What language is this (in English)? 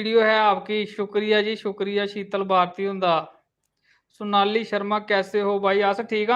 Dogri